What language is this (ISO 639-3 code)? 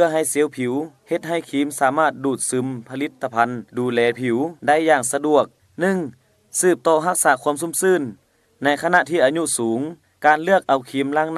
lao